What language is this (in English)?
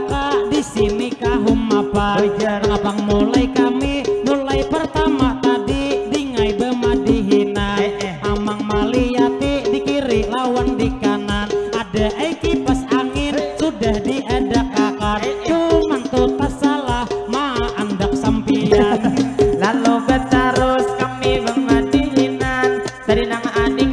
Banjar